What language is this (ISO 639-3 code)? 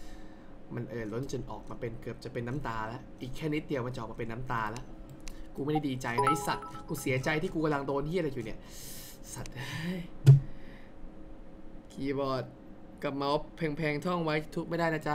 tha